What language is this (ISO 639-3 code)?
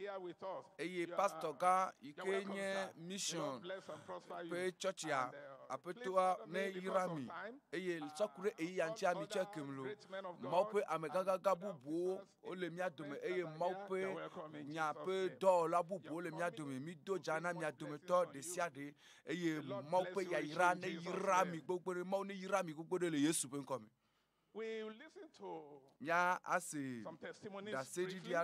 ewe